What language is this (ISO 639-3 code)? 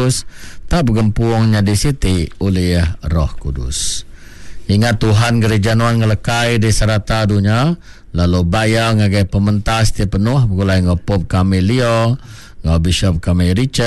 iba